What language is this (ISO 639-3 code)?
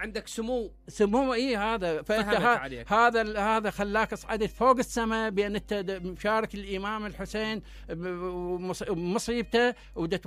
acm